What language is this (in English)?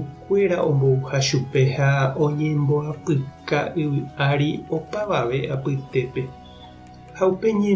Guarani